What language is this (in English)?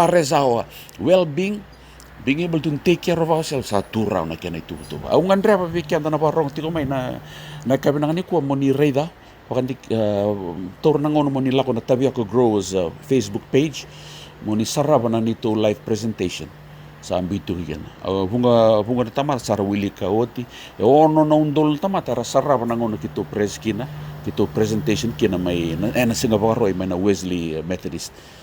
Fijian